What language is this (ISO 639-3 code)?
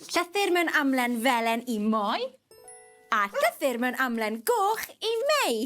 cym